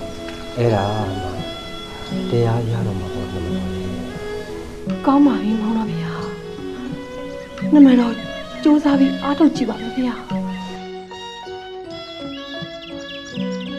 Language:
Burmese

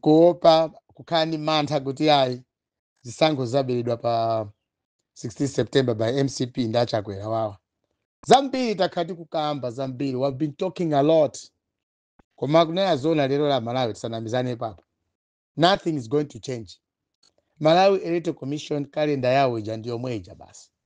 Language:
Nyanja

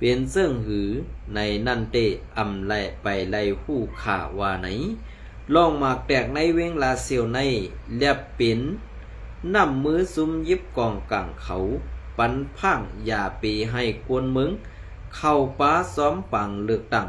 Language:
Shan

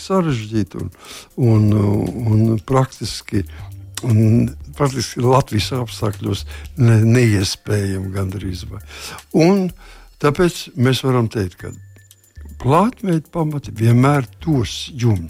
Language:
Latvian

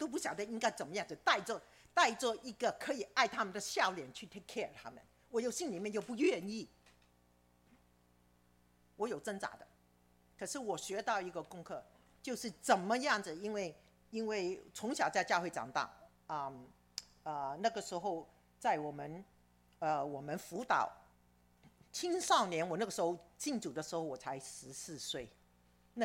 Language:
Chinese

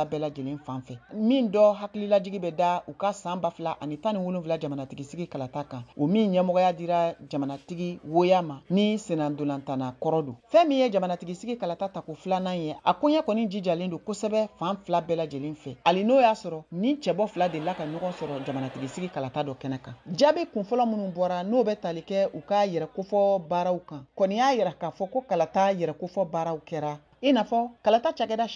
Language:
Bambara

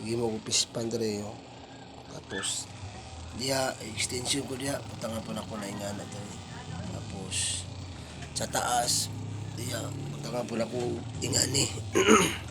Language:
Cebuano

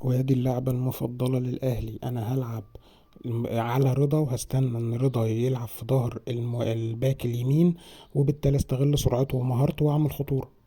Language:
Egyptian Arabic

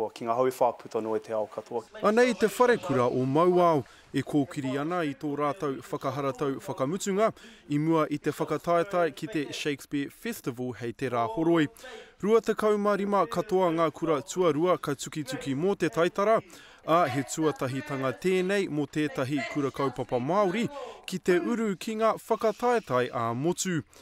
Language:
Māori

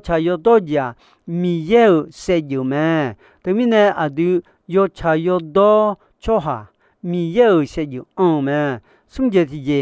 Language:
Akha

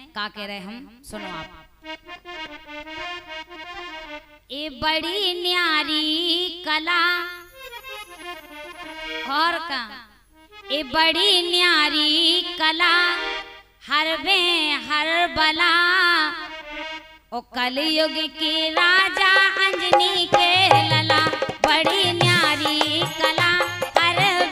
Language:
Bundeli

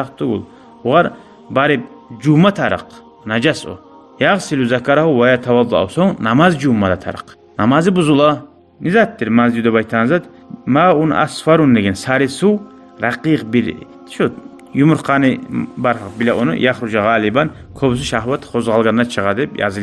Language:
Kumyk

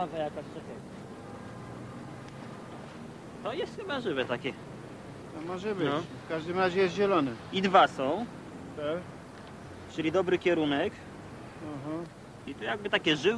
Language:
Polish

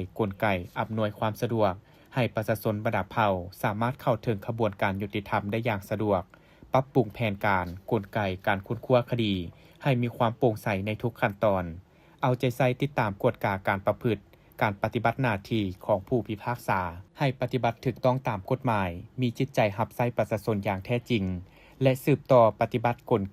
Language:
Lao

